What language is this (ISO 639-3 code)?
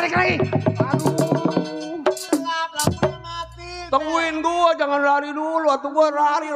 bew